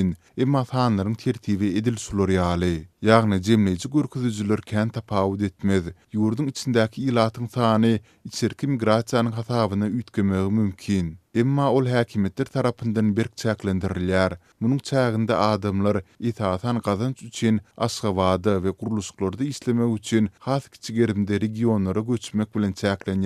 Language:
Turkmen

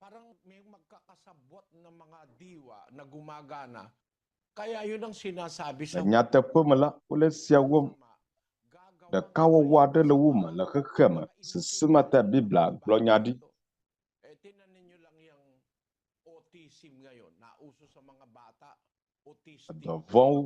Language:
Ewe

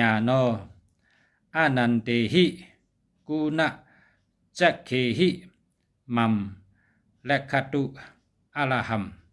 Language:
Shan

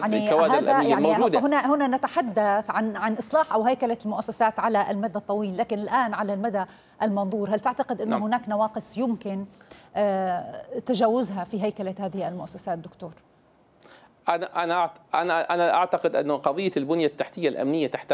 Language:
Arabic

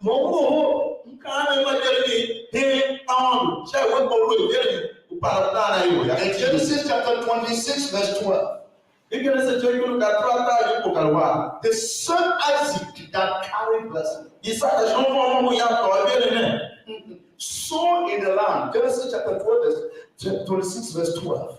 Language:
Tiv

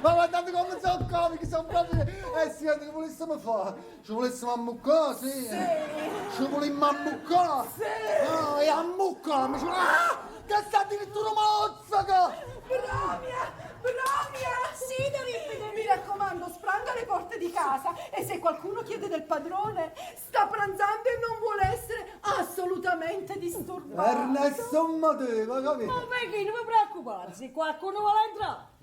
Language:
Neapolitan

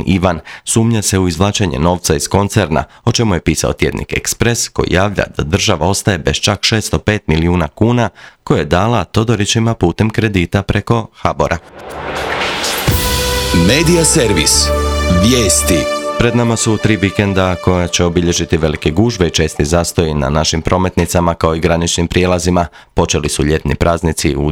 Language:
Croatian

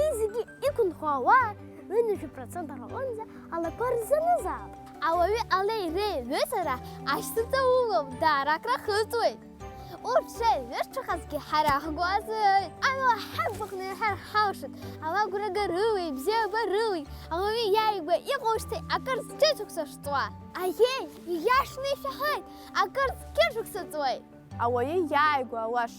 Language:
Abkhazian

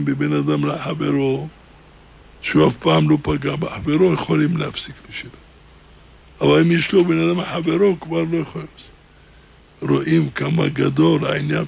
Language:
Hebrew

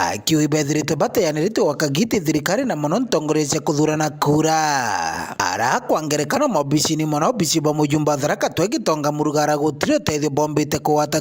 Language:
Meru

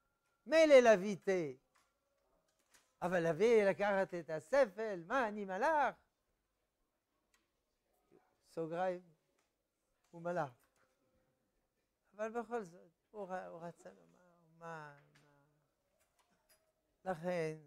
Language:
Hebrew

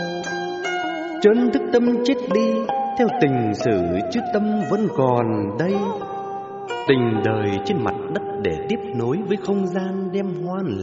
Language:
Vietnamese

